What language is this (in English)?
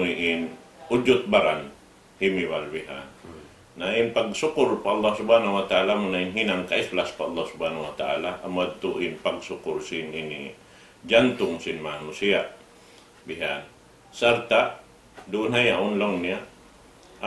Tausug